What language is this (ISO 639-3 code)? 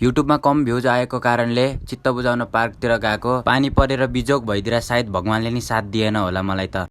nep